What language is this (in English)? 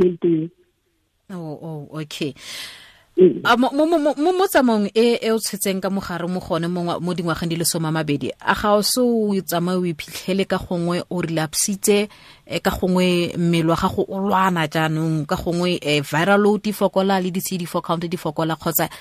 Tswana